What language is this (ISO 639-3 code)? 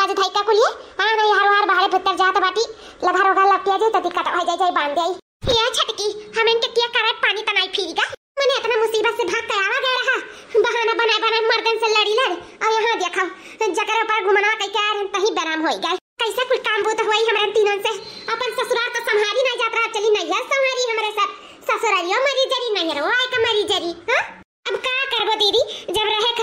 awa